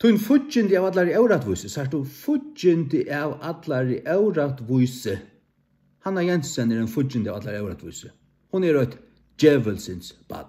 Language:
Faroese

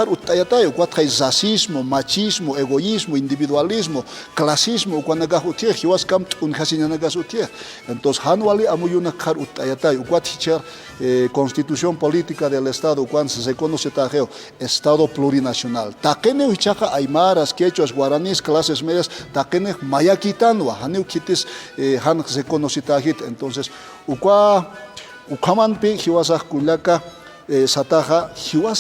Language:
Aymara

